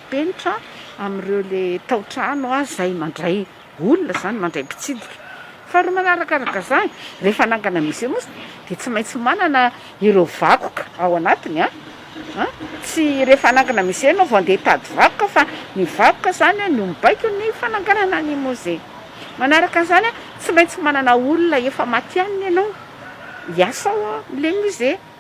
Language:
Malagasy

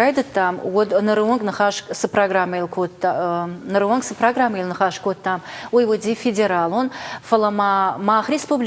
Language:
Ossetic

